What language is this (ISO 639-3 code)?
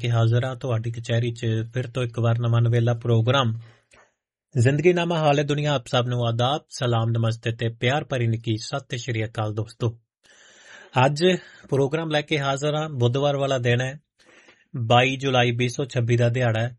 pan